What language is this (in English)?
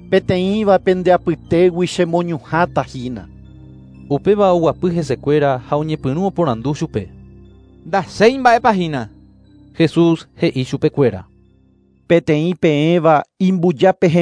Guarani